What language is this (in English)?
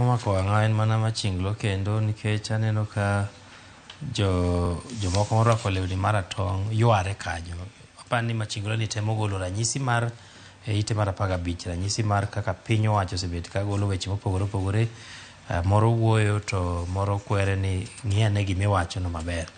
Luo (Kenya and Tanzania)